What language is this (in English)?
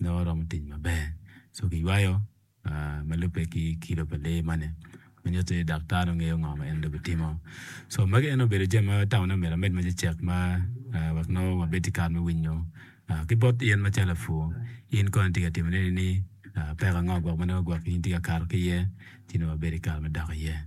Acoli